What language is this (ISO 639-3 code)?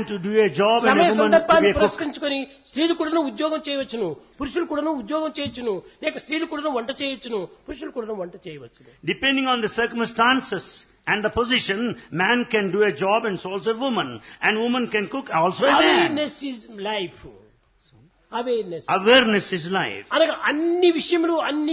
tel